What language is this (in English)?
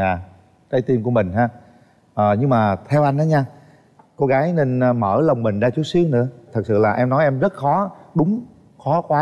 Vietnamese